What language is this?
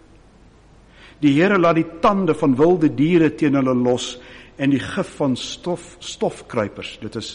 Afrikaans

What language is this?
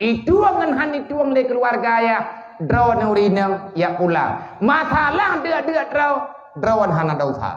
Achinese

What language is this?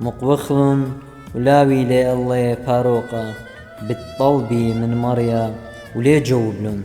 Assyrian Neo-Aramaic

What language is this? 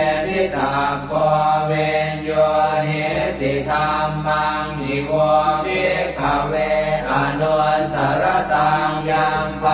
Pali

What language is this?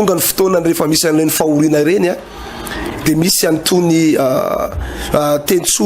Malagasy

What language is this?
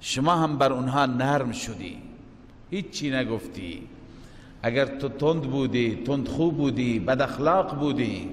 Persian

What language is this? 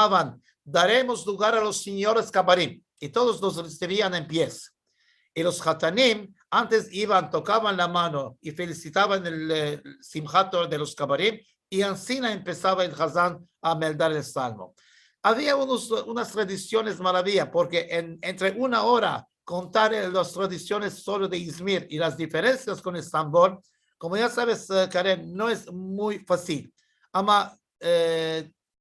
Ladino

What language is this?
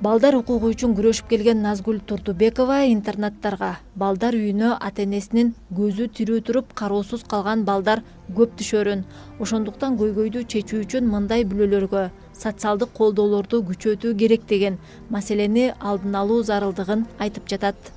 Kyrgyz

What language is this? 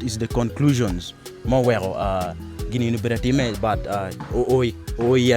Acoli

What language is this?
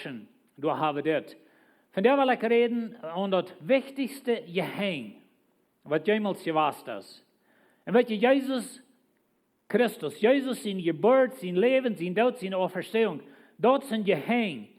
Plautdietsch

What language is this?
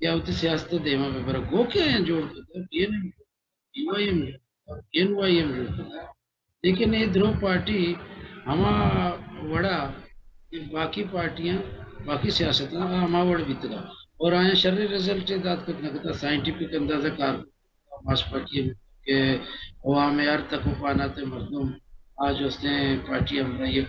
Baluchi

